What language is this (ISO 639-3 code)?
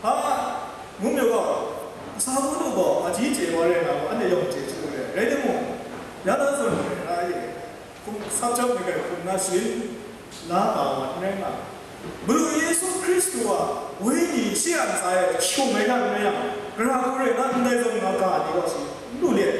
kac